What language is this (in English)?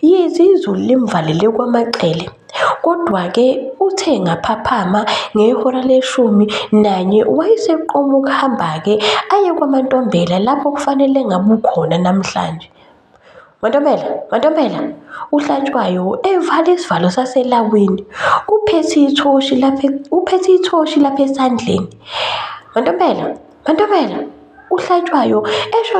Zulu